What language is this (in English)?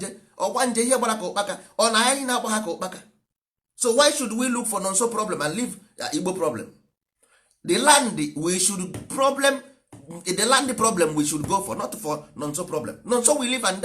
Igbo